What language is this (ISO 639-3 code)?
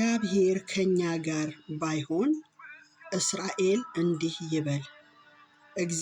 amh